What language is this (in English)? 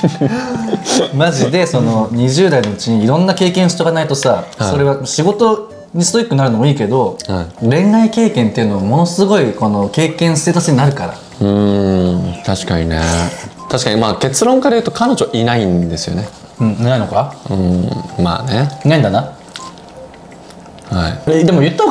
Japanese